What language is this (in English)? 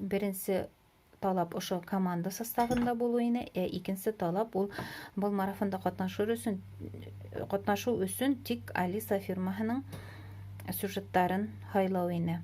Bashkir